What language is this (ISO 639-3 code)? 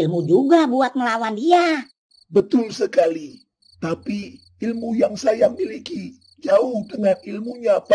bew